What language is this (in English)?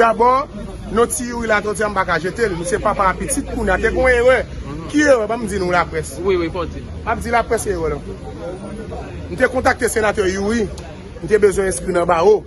Haitian Creole